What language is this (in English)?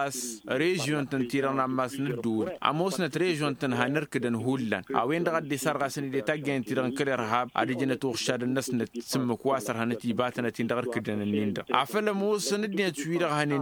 Tamasheq